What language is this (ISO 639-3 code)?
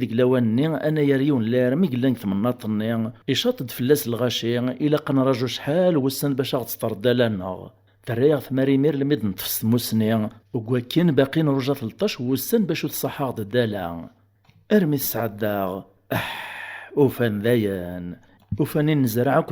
kab